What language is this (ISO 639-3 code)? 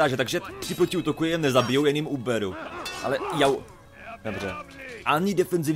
ces